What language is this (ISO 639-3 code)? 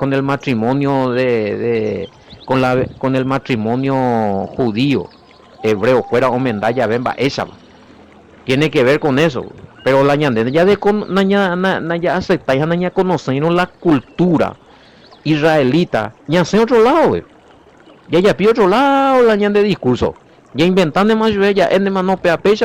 grn